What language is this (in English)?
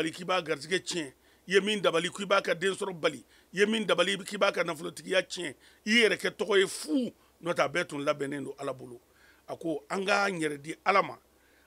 Mandingo